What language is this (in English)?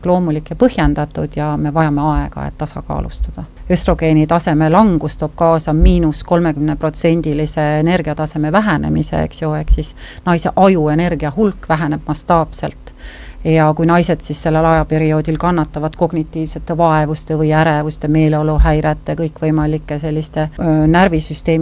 Estonian